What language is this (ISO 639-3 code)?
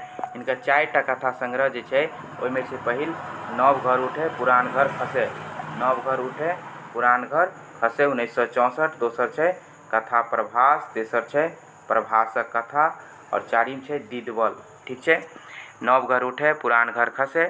mai